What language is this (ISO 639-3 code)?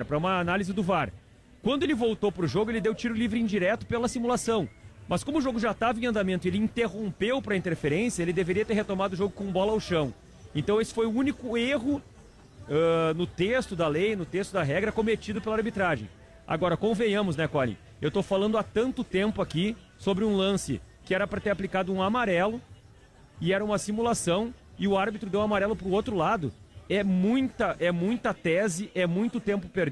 por